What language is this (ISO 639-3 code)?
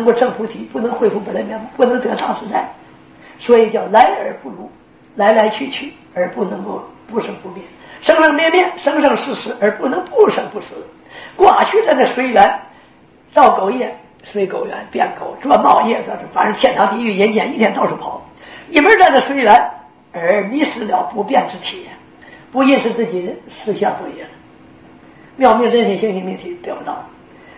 zho